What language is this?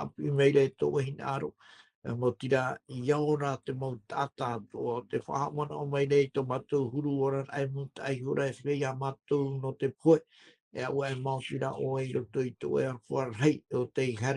Tahitian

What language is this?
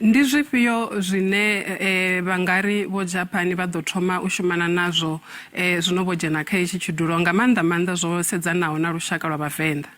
Venda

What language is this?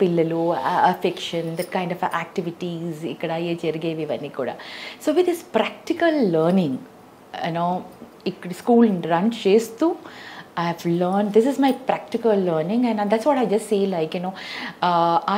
Telugu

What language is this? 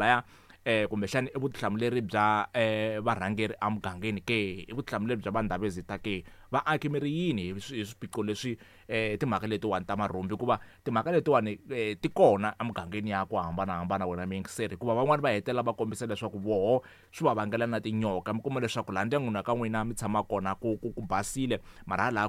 Tsonga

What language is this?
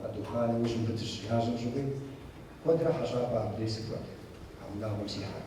Kabardian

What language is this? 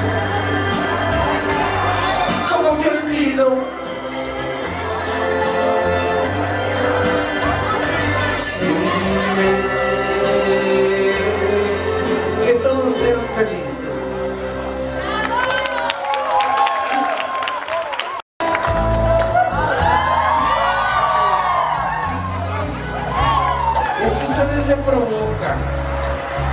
Spanish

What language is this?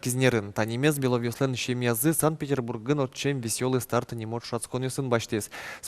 Udmurt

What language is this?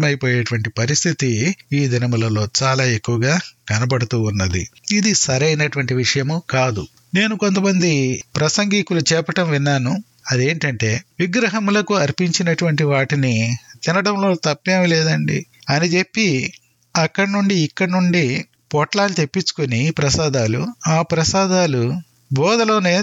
Telugu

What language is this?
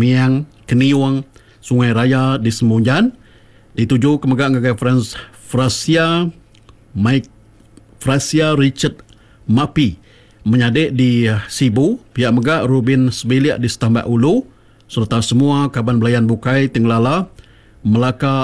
Iban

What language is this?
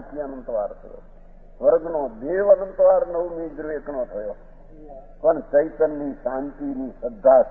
Gujarati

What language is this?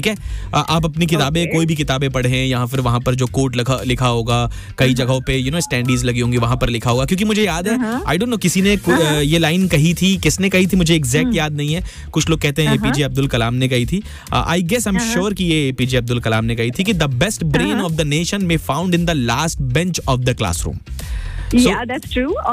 Hindi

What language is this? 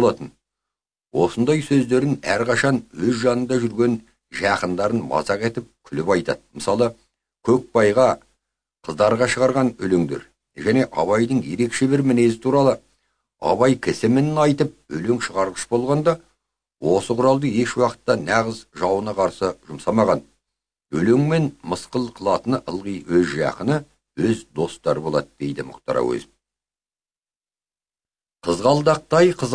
Kazakh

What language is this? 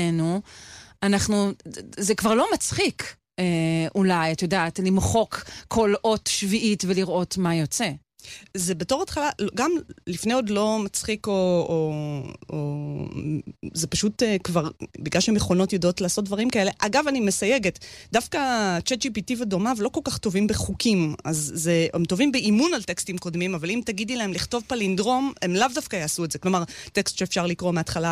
Hebrew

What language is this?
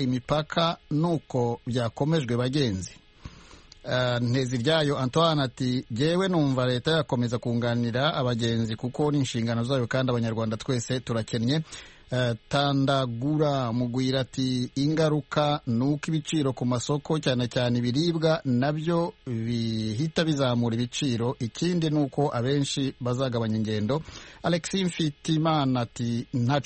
Kinyarwanda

